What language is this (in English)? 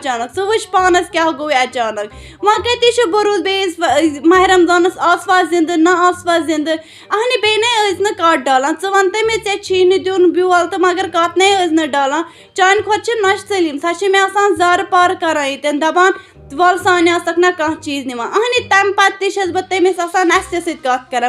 Kashmiri